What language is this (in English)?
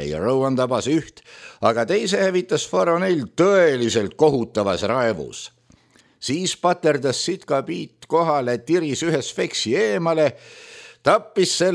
Estonian